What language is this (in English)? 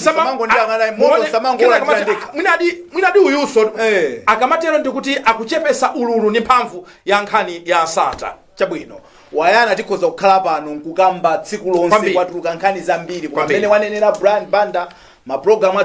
Nyanja